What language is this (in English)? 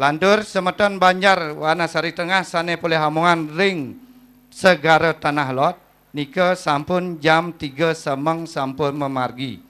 Balinese